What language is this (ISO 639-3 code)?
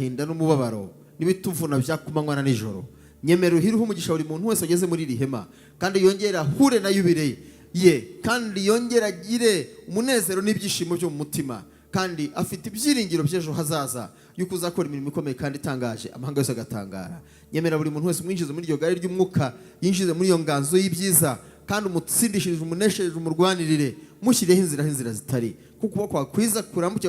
kin